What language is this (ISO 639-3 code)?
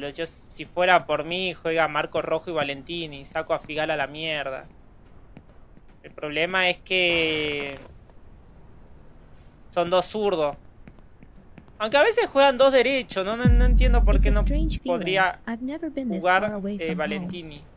spa